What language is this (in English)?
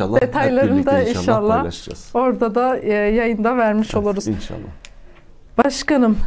Turkish